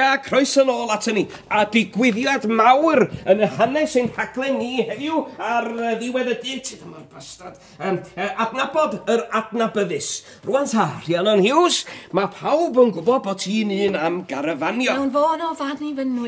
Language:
Welsh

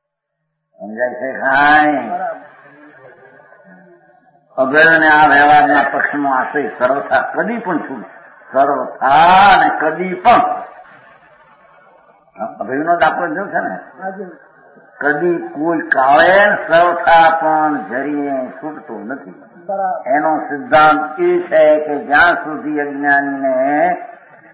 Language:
Gujarati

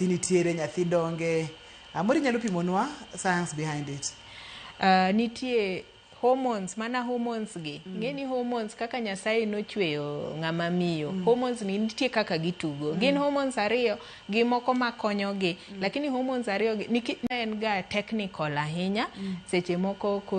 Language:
Luo (Kenya and Tanzania)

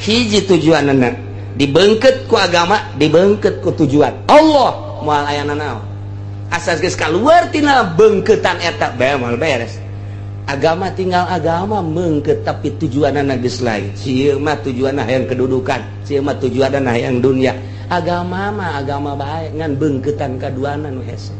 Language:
Sundanese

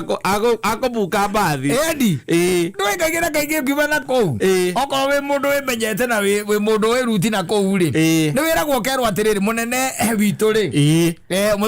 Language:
Kikuyu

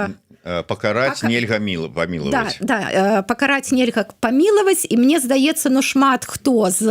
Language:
Belarusian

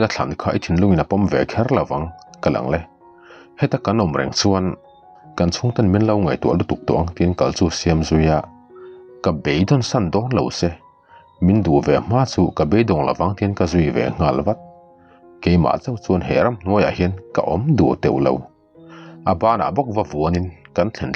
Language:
Mizo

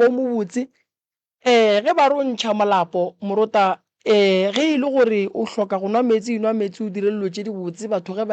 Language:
Northern Sotho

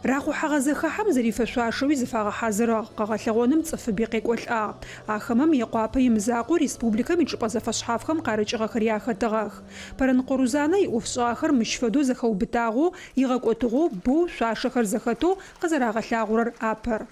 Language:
Adyghe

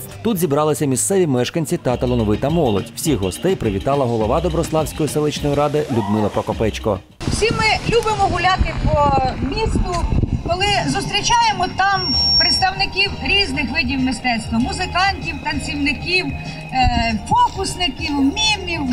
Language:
Ukrainian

